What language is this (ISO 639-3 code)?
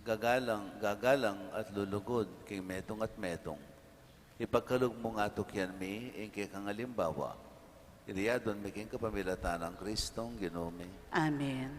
pam